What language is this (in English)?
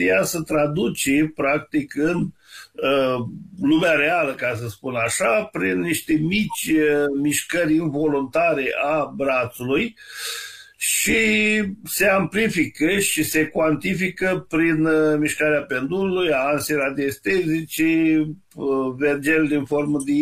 Romanian